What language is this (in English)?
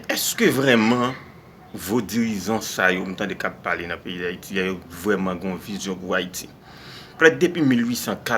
Haitian Creole